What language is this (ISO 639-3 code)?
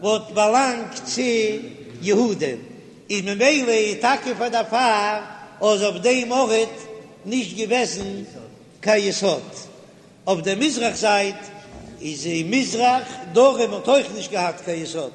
yid